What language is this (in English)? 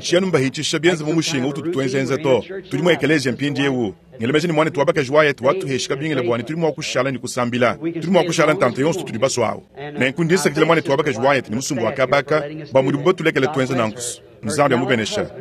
Luba-Lulua